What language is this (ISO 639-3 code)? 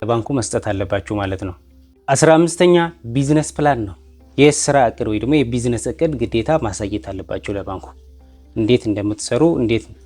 amh